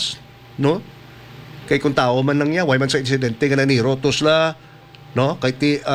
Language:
Hiligaynon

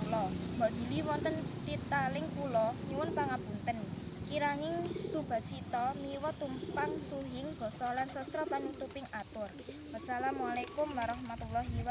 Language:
Javanese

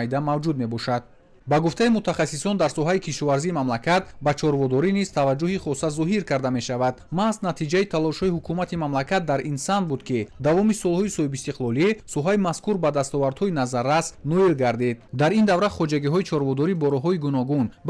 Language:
Tajik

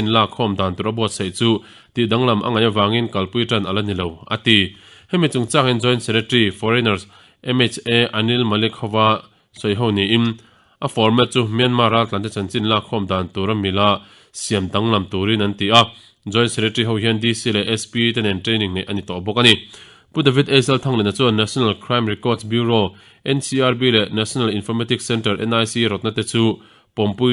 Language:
Mizo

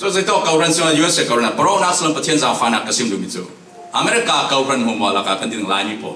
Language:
Falam Chin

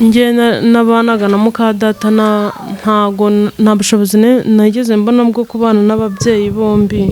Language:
Kinyarwanda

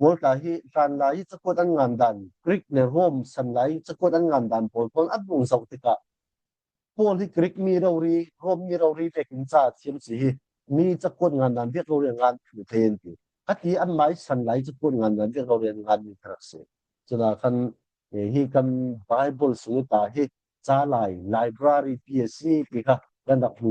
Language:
Falam Chin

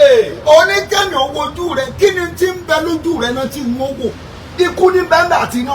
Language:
Yoruba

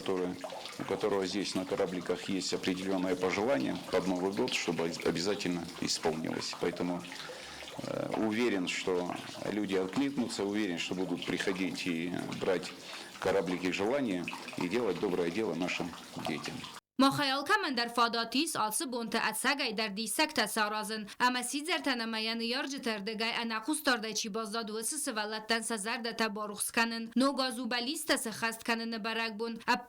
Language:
Ossetic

